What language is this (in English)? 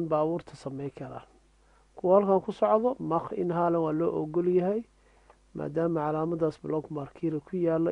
Somali